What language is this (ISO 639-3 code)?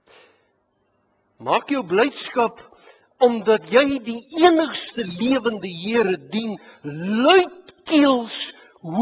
afr